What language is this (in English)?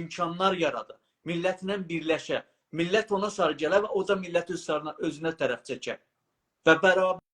South Azerbaijani